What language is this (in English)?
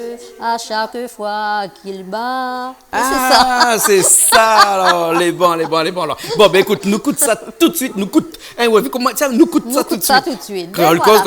Réunion Creole French